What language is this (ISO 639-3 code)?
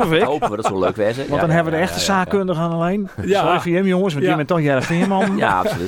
fry